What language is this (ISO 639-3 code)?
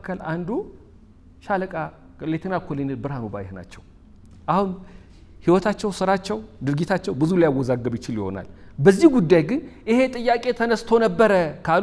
amh